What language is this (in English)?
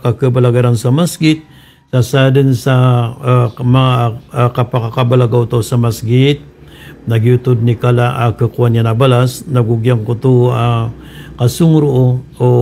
Maranao